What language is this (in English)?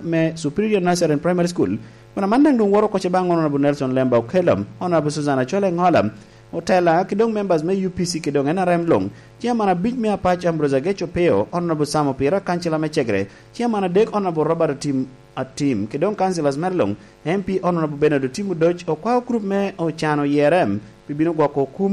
Lango (Uganda)